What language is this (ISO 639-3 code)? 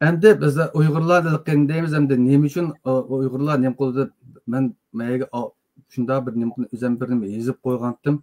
uig